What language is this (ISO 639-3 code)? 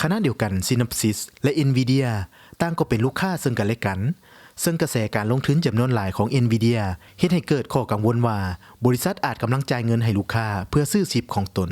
lao